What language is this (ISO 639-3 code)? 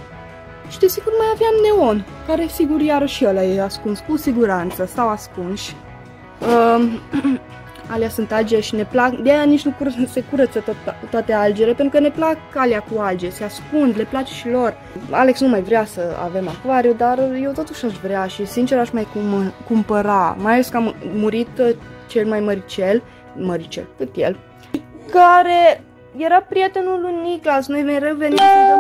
ron